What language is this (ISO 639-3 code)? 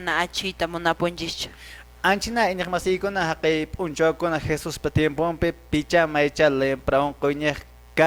que